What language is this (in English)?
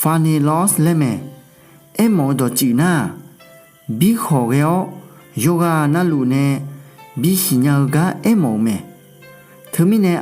Akha